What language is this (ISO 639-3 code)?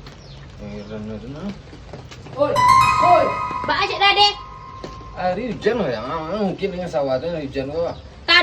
min